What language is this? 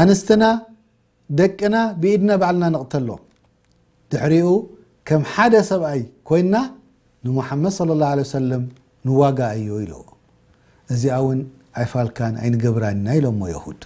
Tigrinya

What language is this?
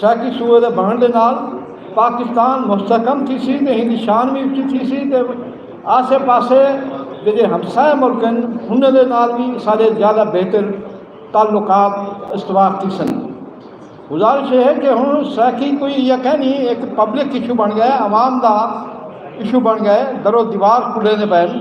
Saraiki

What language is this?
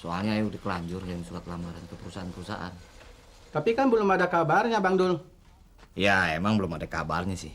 Betawi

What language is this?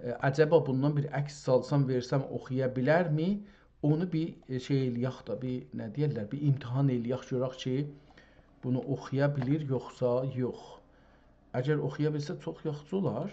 South Azerbaijani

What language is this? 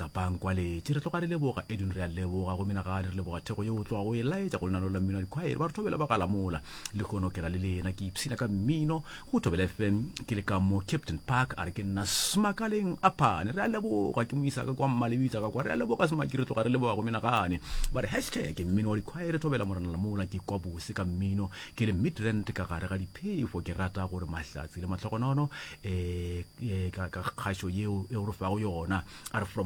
Northern Sotho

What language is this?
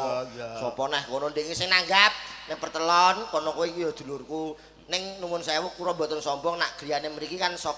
Javanese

